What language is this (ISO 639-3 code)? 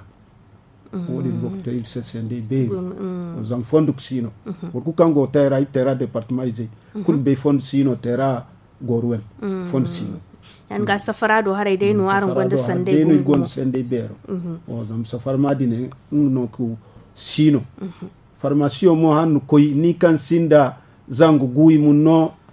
dje